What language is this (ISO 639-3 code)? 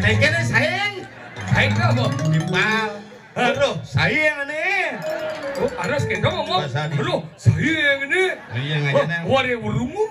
ban